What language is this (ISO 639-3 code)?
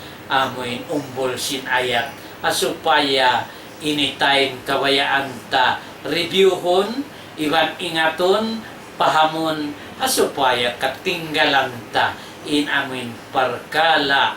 tsg